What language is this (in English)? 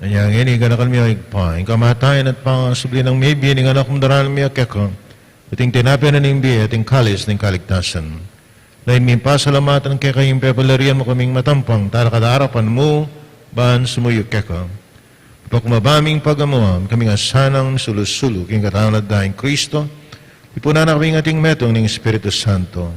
Pampanga